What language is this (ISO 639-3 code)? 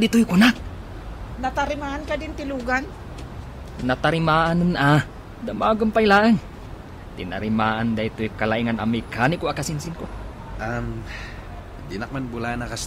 ilo